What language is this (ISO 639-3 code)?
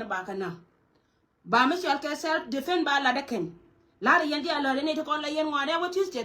nus